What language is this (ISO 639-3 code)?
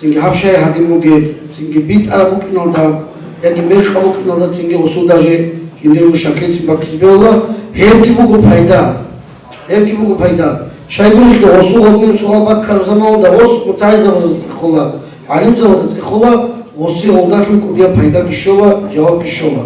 ava